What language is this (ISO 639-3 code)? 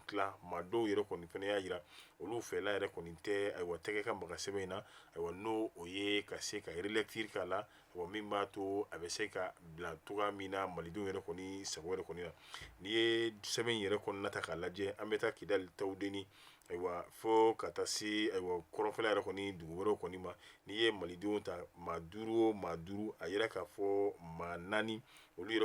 bam